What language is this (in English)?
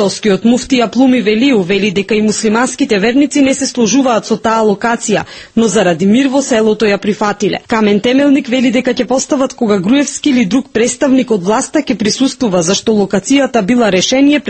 Macedonian